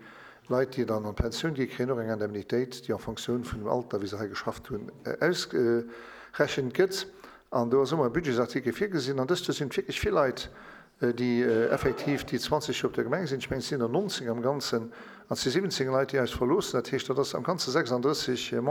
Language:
Luxembourgish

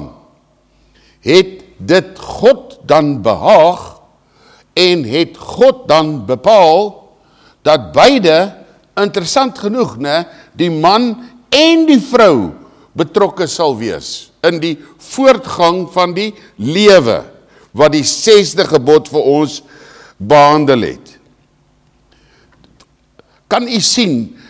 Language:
Afrikaans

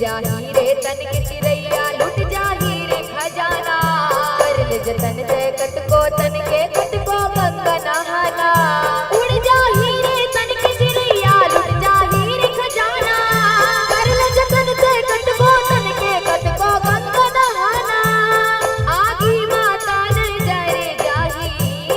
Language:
Chhattisgarhi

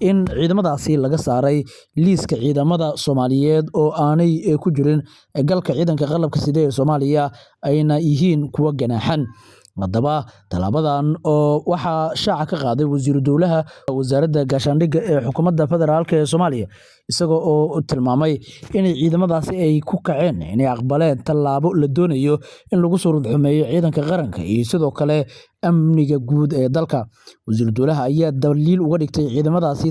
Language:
Somali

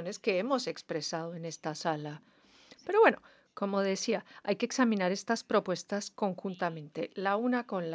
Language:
Spanish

